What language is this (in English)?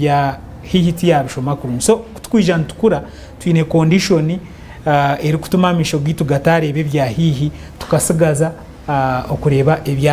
Nyankole